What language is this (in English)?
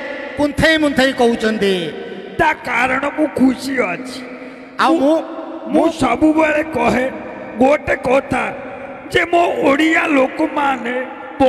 Odia